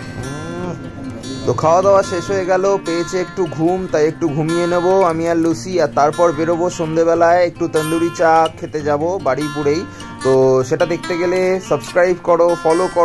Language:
Bangla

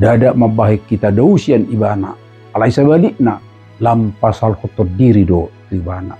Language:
Batak Toba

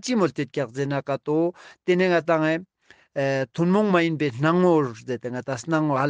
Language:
Ladakhi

